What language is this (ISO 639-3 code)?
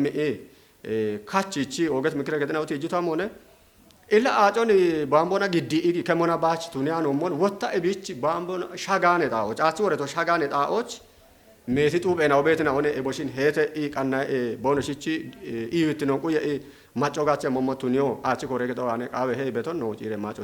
kbr